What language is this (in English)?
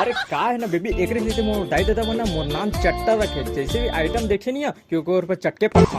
Chhattisgarhi